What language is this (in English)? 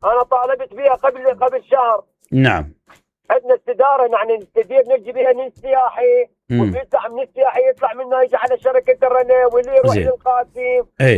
Mesopotamian Arabic